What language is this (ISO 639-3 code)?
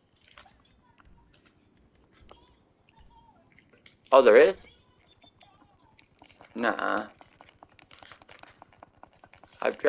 eng